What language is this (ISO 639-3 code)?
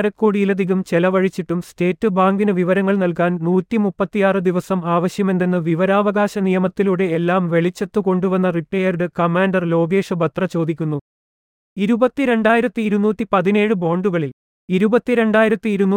mal